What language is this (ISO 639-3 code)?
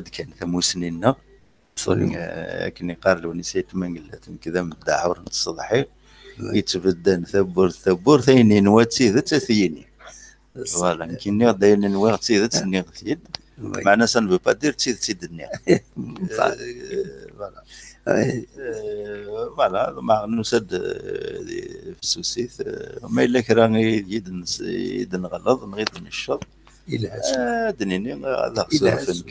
kab